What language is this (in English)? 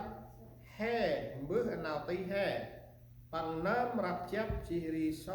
Central Mnong